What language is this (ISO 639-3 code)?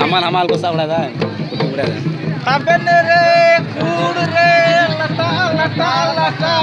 sat